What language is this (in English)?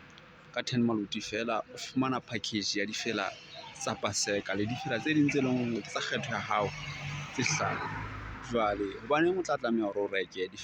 Southern Sotho